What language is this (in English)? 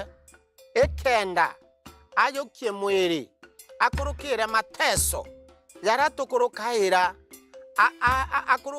Meru